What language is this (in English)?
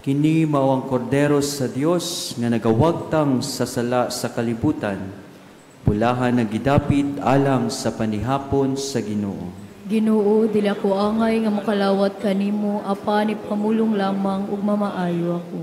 Cebuano